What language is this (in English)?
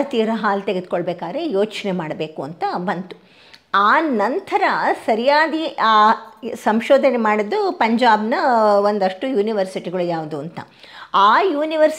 Kannada